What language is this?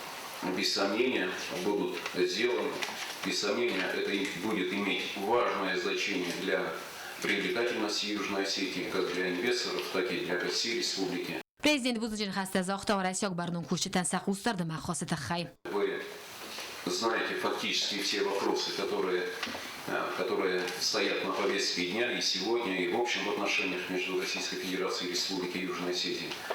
Ossetic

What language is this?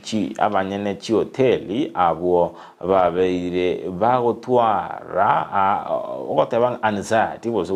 Gusii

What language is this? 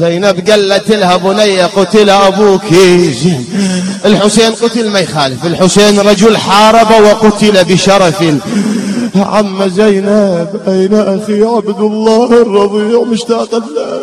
Mesopotamian Arabic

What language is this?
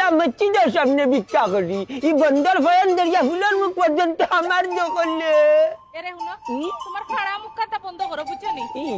Sylheti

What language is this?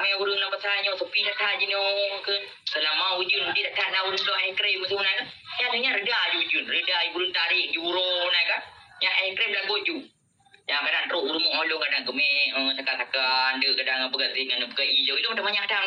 Achinese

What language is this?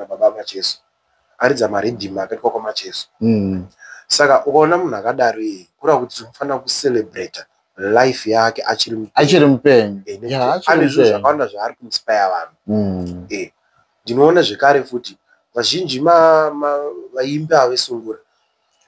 Shona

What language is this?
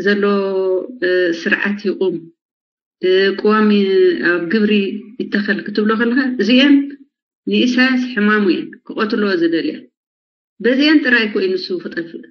Tigrinya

